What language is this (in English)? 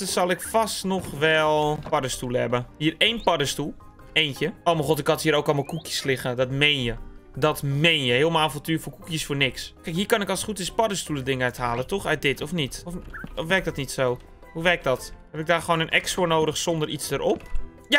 Dutch